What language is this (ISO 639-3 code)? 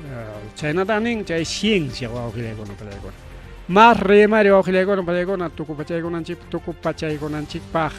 quy